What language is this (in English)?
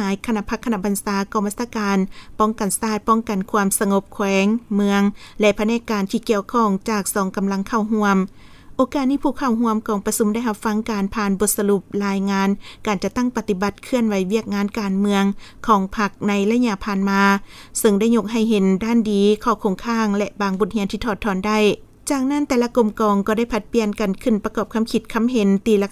Lao